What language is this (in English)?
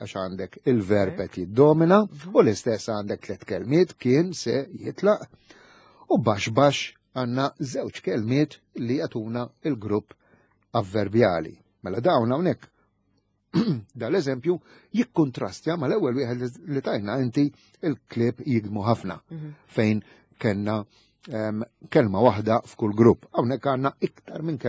Maltese